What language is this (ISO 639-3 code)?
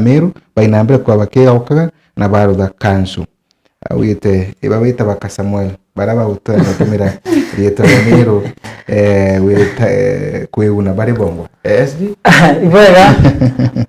mer